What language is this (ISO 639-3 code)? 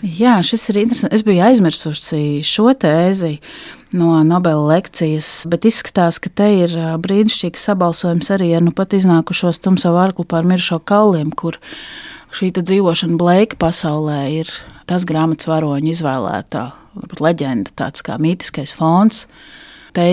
lav